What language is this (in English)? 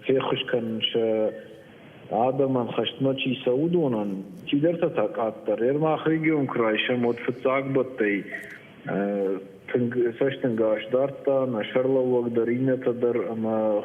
Ossetic